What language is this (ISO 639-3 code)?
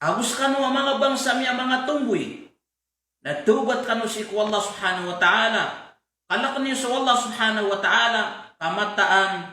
mrw